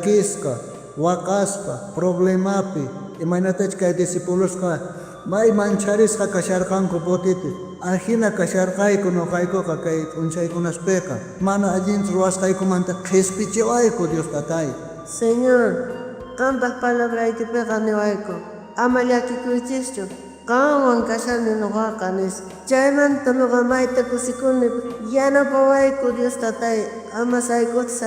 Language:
South Bolivian Quechua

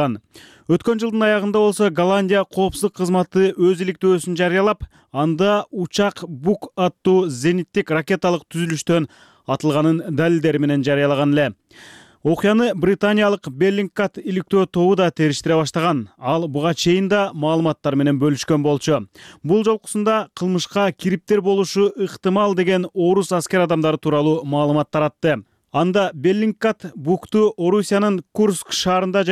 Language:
Kyrgyz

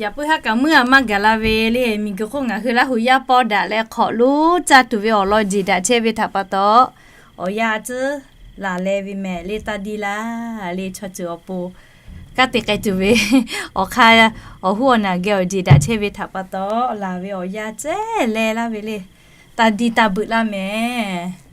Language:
Lahu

